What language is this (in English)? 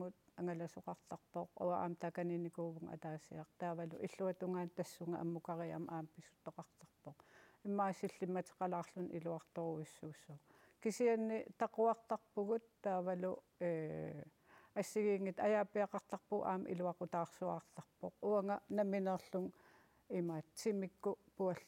Kalaallisut